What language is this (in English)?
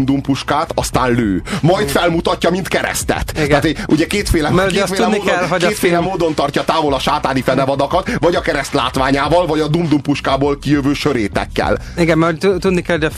Hungarian